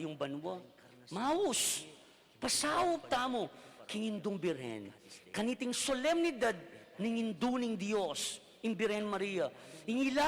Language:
Pampanga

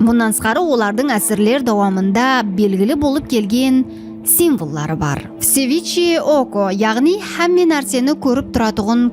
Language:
Kara-Kalpak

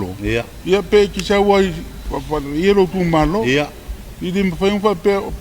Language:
Samoan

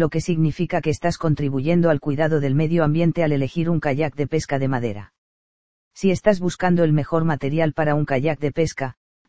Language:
Spanish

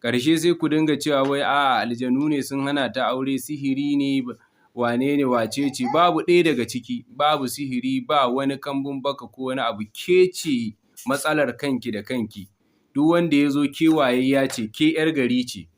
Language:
Hausa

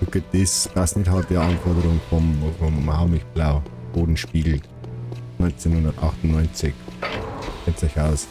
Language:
Bavarian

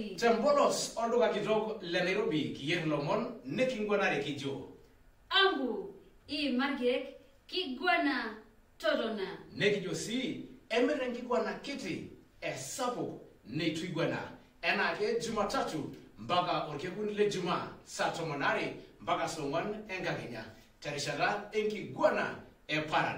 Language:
Masai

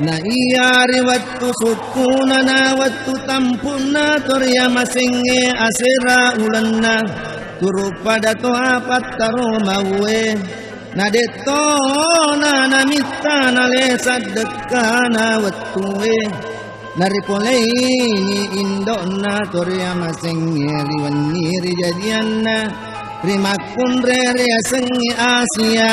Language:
Buginese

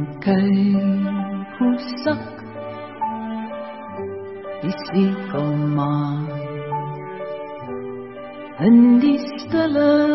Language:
Afrikaans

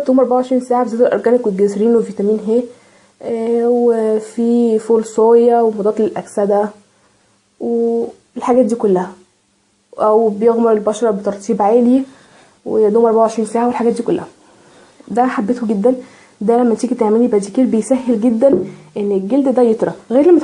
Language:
Egyptian Arabic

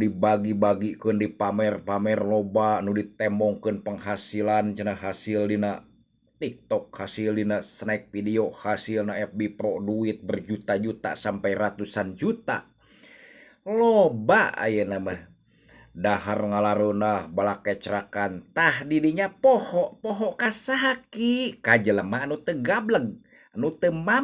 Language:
Sundanese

